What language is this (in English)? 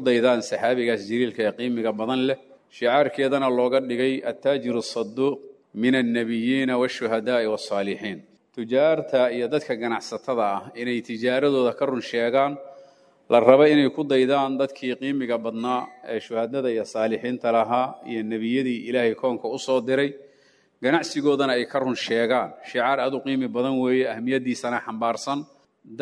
Somali